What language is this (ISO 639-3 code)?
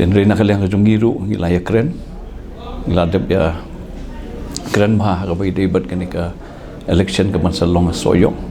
kha